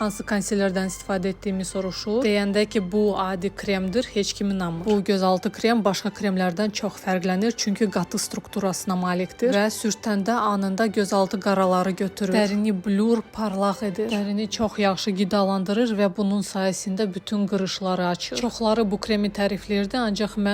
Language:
Azerbaijani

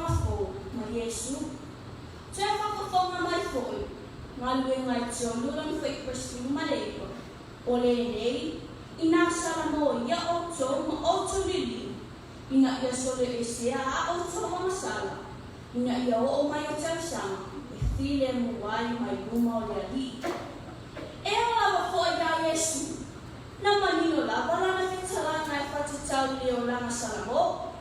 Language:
Samoan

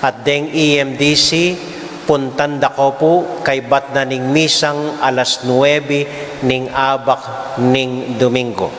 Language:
Pampanga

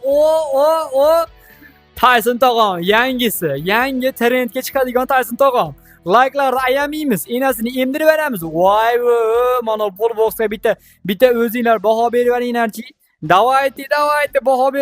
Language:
Uzbek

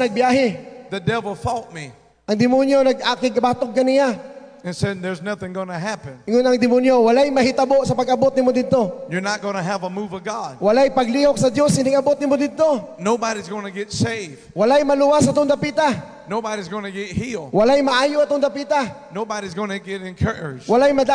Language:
Cebuano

